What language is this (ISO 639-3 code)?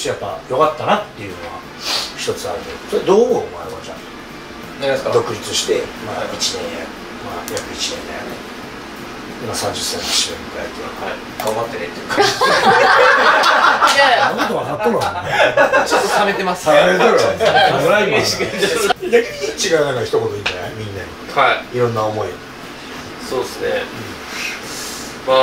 jpn